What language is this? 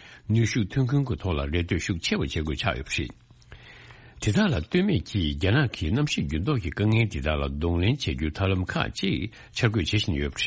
Tibetan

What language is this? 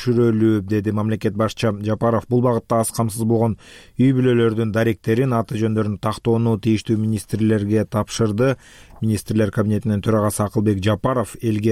Kyrgyz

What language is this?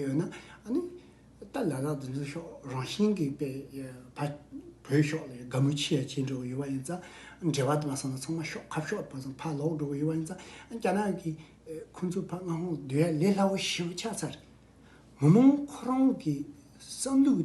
Tibetan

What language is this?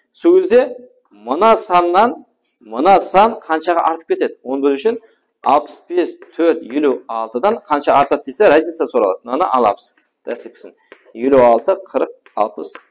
Kara-Kalpak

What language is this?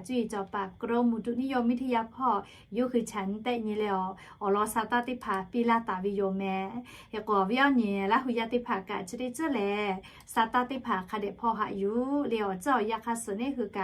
Lahu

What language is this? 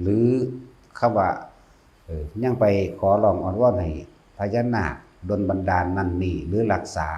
Lao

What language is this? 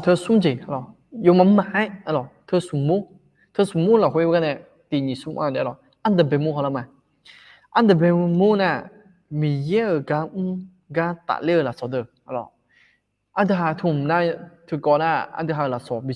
Akha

